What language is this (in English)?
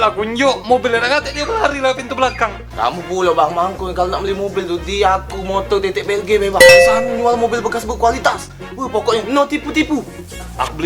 Musi